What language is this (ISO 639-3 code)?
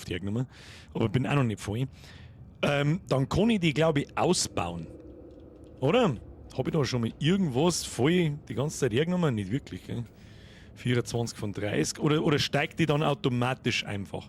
bar